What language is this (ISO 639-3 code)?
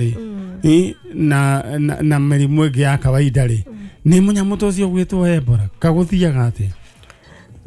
kik